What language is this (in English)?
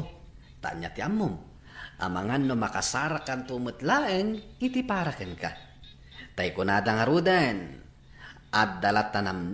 Iloko